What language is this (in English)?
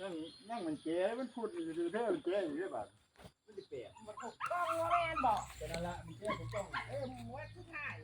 Northeastern Thai